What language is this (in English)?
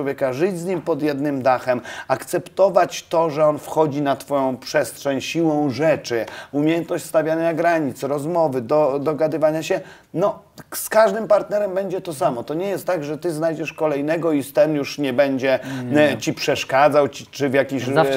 Polish